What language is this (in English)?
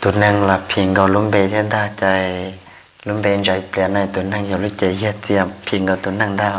Hmong